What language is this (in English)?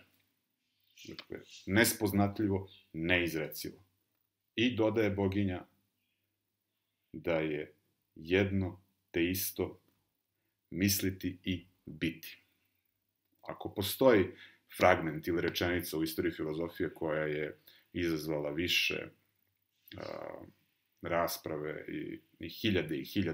Serbian